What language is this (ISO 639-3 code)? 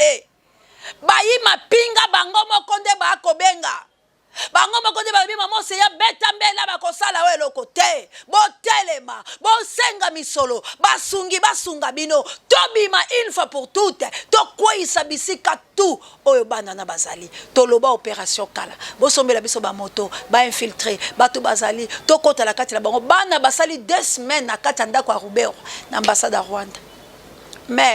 lin